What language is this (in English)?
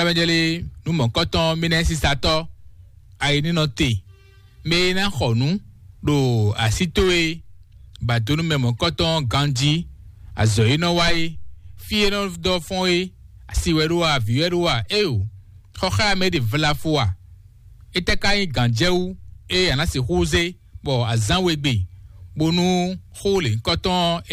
Fon